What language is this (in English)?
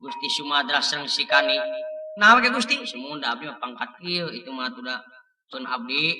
Sundanese